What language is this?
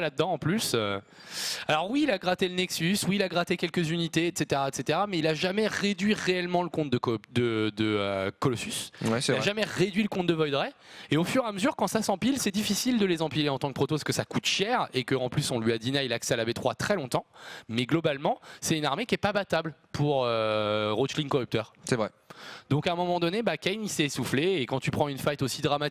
French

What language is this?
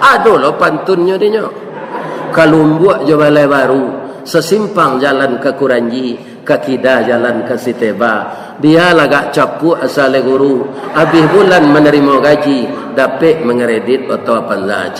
Minangkabau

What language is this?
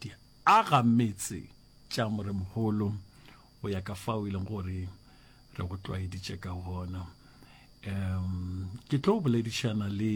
Northern Sotho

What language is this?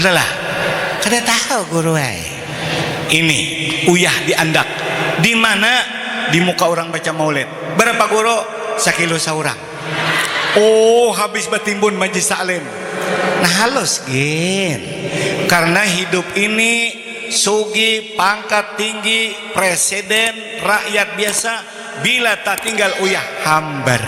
Banjar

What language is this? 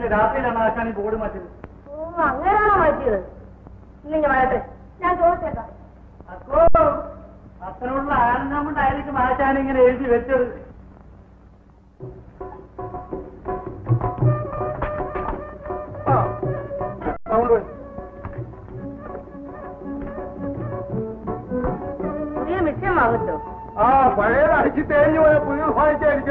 Malayalam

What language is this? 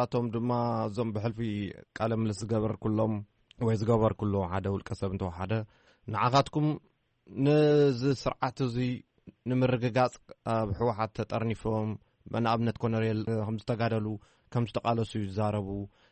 Tigrinya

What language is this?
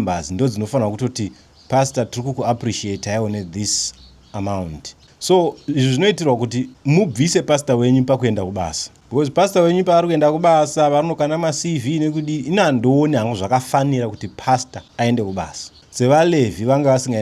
Shona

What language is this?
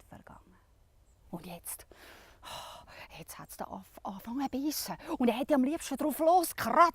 Swiss German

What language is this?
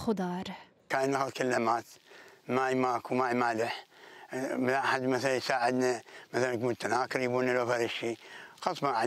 Mesopotamian Arabic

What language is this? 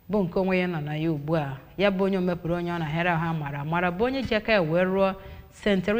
Igbo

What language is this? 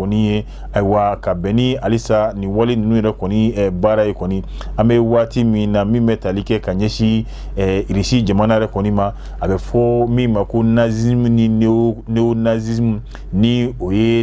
Bambara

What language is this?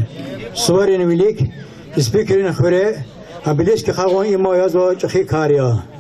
Lezghian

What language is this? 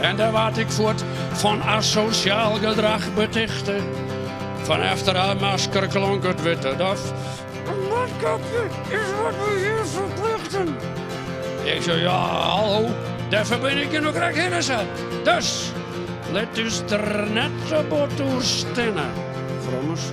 Western Frisian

